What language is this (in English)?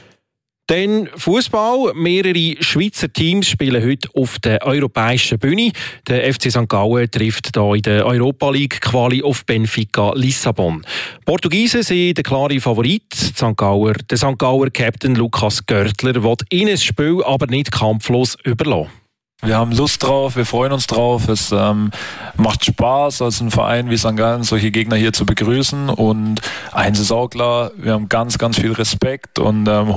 German